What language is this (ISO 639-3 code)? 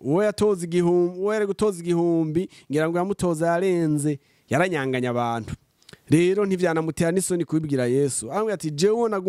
run